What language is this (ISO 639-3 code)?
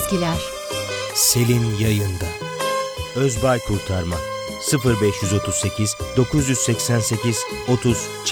tur